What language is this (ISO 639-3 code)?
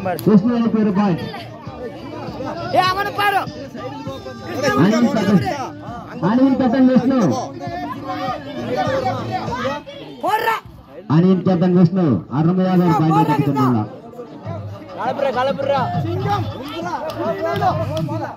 tam